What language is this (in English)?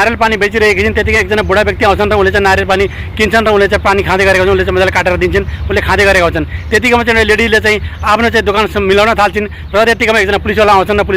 Nepali